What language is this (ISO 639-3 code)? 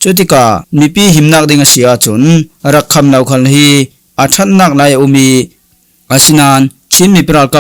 cfm